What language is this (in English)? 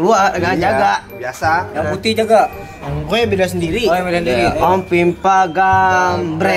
Betawi